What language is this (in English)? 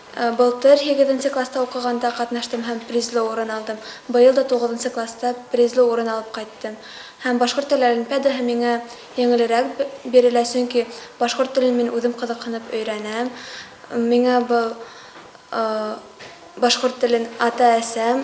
Bashkir